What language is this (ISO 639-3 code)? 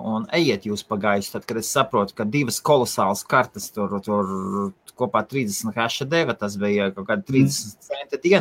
lav